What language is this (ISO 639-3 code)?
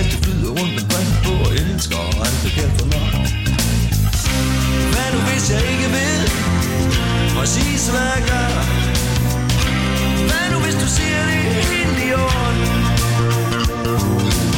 dan